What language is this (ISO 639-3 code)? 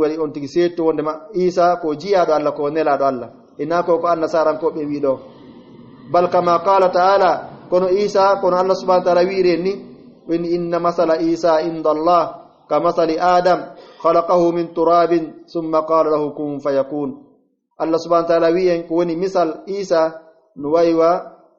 fuf